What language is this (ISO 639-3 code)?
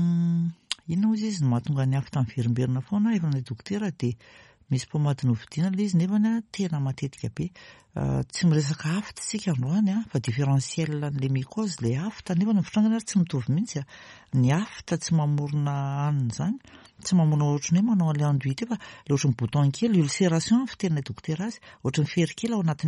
mlg